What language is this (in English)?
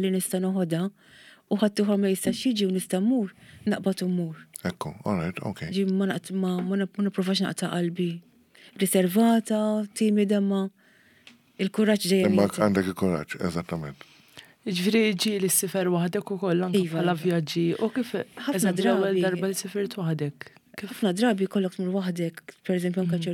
Maltese